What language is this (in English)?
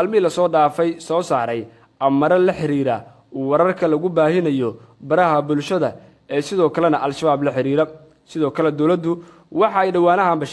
Somali